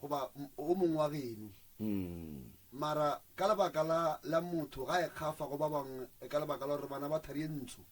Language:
Northern Sotho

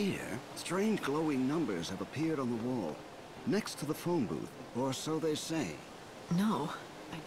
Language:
English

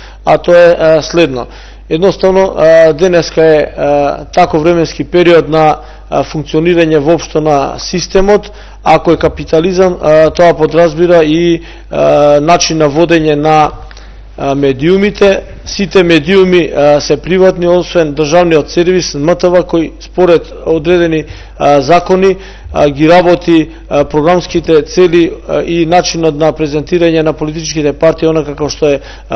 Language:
Macedonian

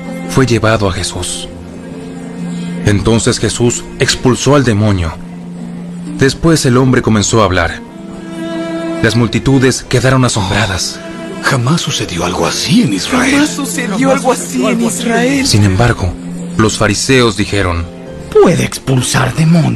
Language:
Spanish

